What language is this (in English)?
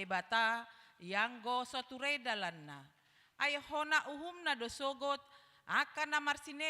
Batak Toba